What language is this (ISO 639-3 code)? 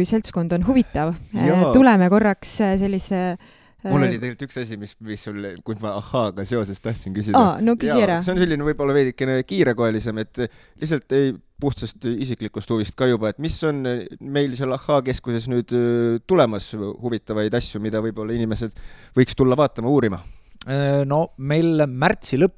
est